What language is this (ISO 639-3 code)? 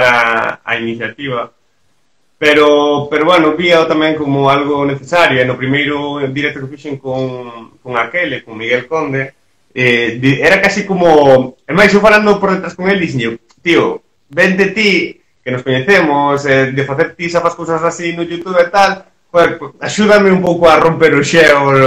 glg